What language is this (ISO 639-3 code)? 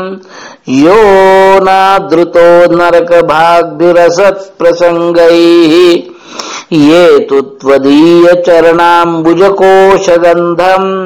san